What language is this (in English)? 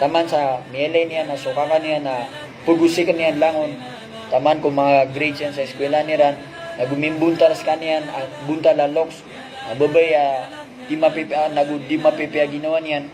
Maranao